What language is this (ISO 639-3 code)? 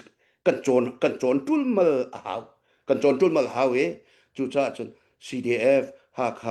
cnh